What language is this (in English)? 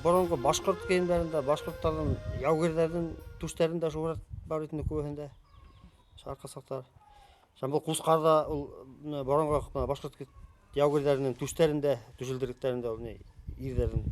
Bashkir